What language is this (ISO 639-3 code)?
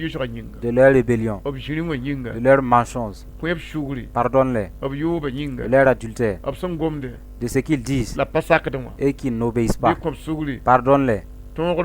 mos